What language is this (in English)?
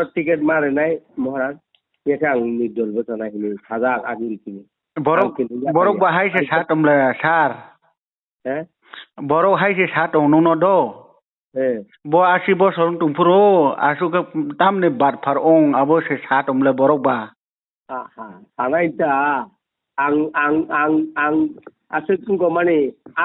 Kok Borok